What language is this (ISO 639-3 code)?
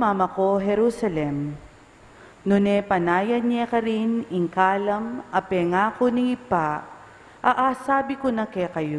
pam